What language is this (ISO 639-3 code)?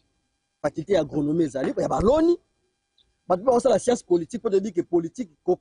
lin